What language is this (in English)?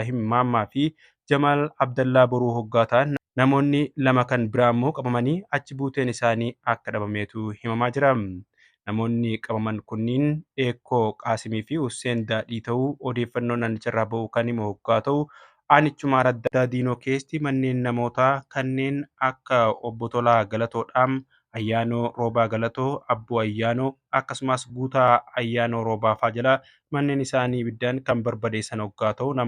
Oromo